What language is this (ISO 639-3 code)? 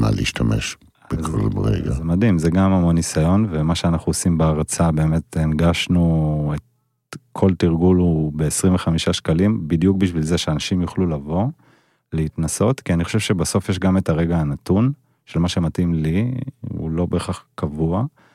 heb